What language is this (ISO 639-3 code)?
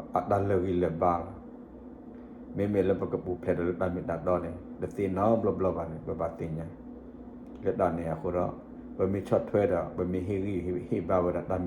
ksw